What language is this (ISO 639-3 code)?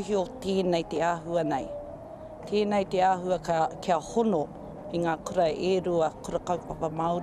mri